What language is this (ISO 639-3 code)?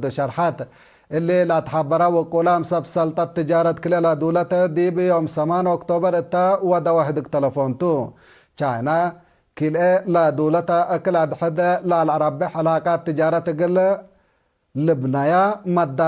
tig